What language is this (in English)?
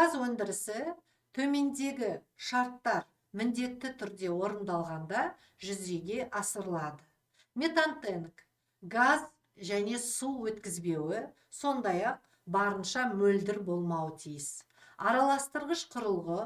Kazakh